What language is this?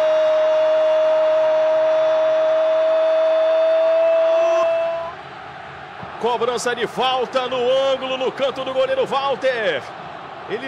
Portuguese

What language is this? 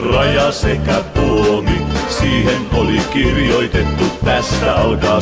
Finnish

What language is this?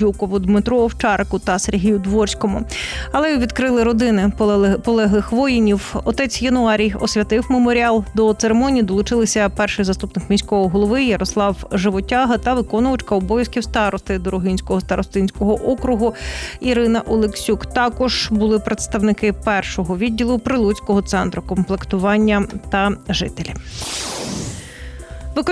Ukrainian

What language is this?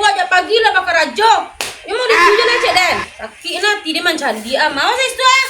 Minangkabau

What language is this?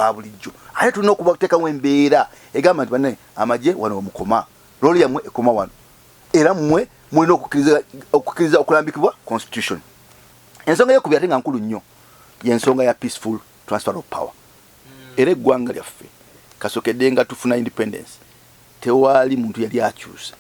Ganda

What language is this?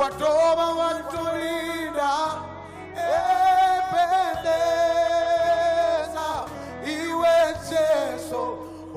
Venda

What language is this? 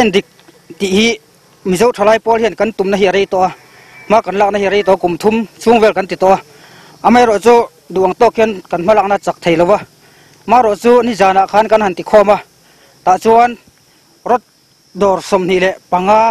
Mizo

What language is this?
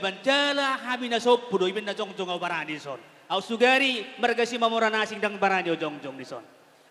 Batak Toba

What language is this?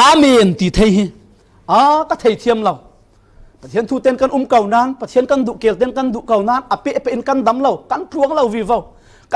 Falam Chin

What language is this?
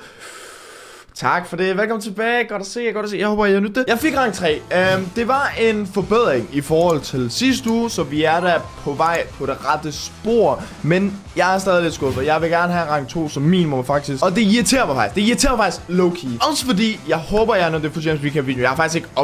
Danish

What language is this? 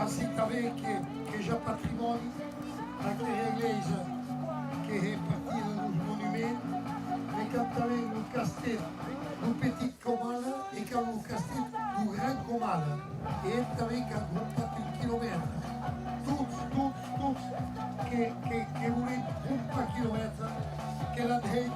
Occitan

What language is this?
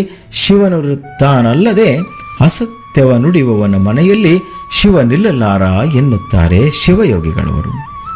Kannada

